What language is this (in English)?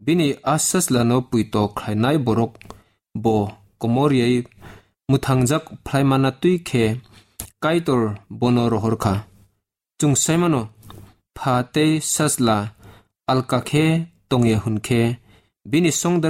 Kok Borok